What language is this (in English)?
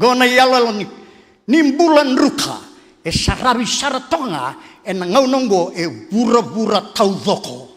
Fijian